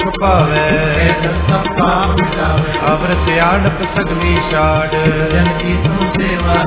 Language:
Punjabi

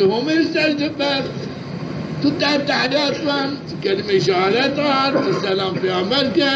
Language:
Zaza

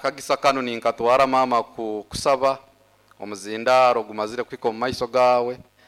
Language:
Nyoro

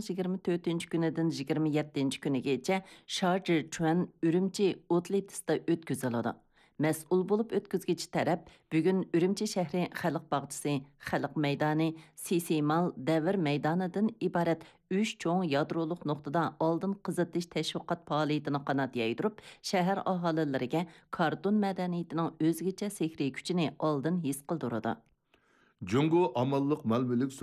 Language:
Uyghur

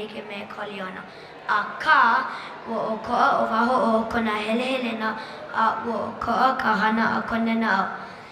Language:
Hawaiian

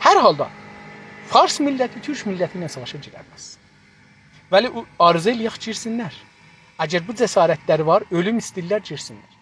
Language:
South Azerbaijani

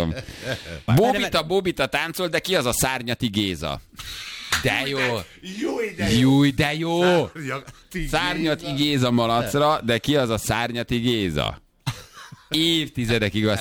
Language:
Hungarian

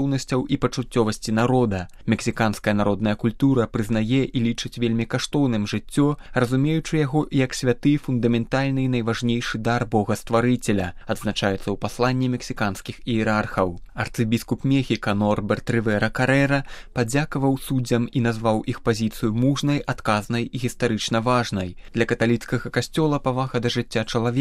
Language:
Belarusian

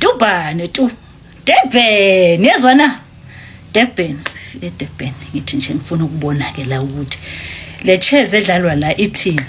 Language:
Zulu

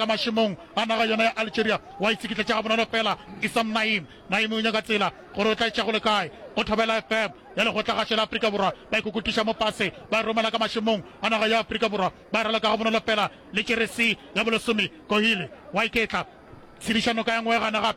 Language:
Northern Sotho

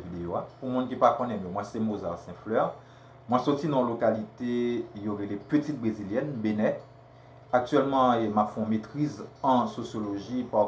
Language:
Haitian Creole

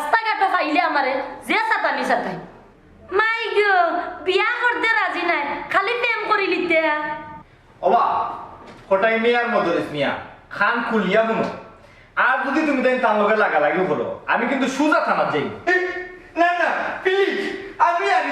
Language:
Sylheti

